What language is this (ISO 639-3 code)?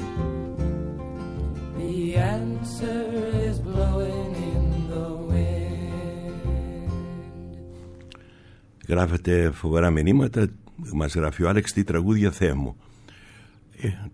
ell